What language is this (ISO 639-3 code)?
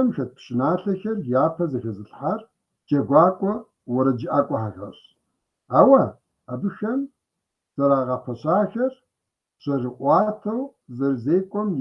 kbd